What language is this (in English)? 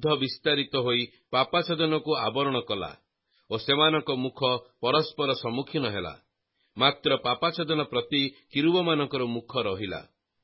Odia